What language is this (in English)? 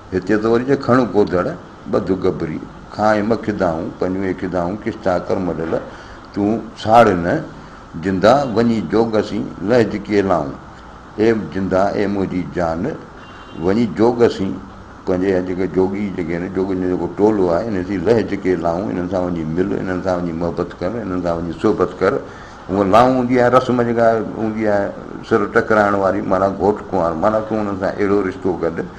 Sindhi